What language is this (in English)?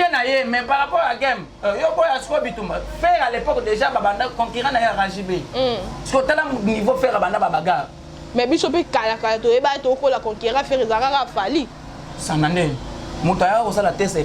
Lingala